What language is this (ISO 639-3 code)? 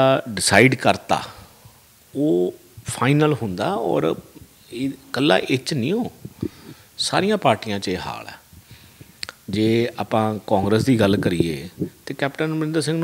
pan